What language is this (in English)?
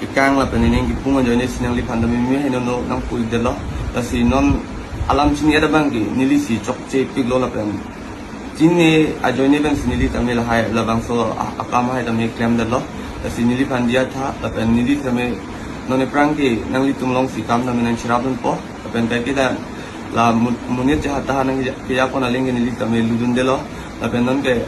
Karbi